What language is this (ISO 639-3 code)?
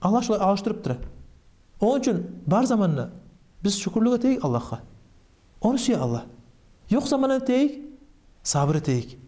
kum